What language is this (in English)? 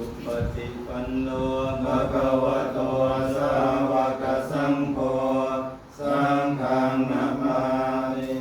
Pali